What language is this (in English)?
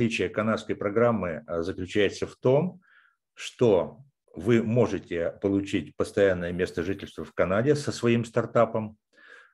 Russian